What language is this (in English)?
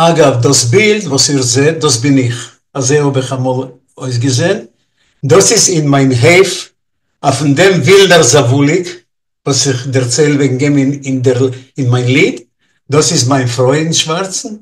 Yiddish